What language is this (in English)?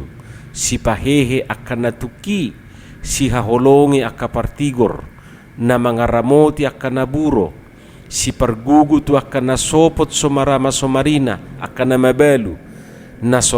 Batak Toba